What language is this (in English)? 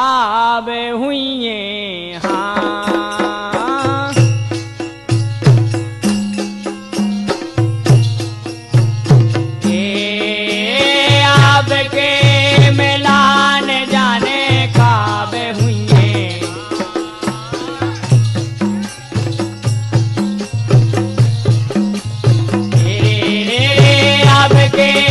Bundeli